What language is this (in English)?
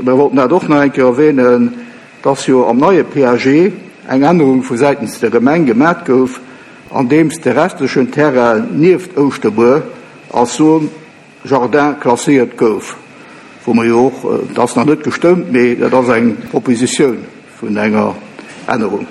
Luxembourgish